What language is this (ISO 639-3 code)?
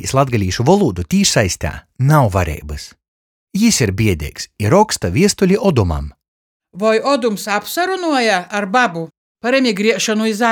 ltg